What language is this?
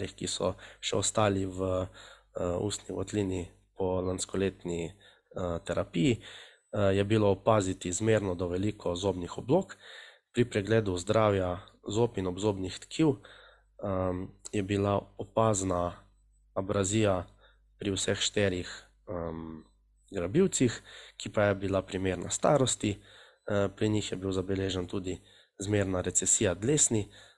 Slovenian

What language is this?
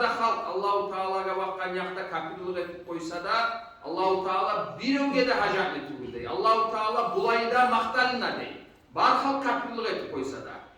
Kumyk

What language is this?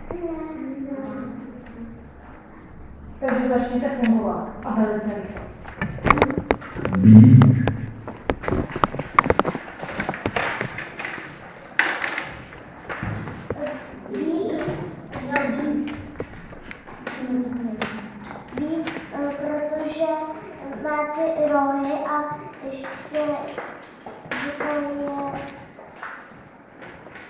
Czech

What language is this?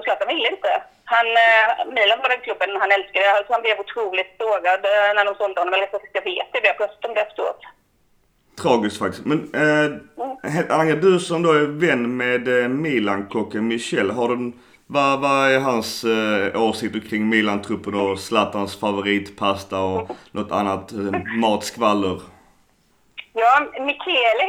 Swedish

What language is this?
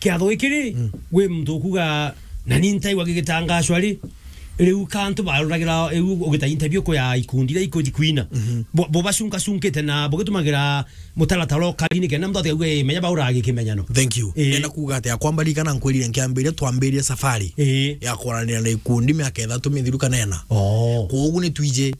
Meru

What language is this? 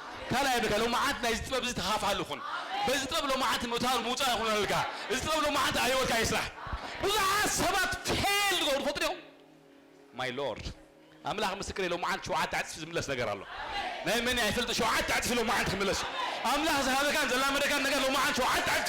Tigrinya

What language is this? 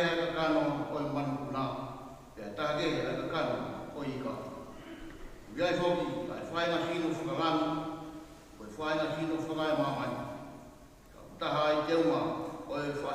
Tongan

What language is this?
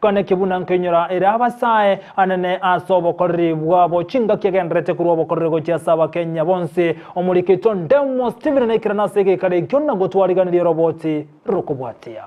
Gusii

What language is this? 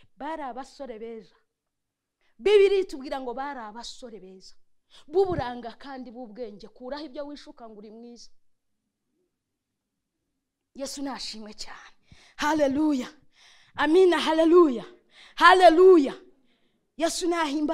Kinyarwanda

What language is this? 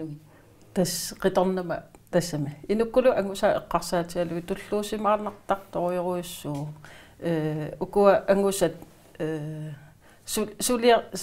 Kalaallisut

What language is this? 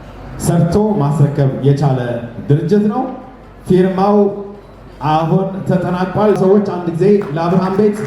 Amharic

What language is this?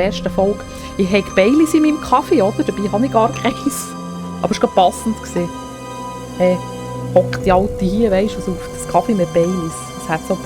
Swiss German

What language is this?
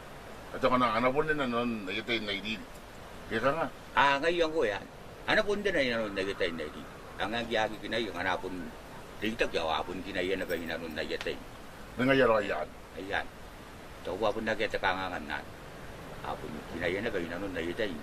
Gilbertese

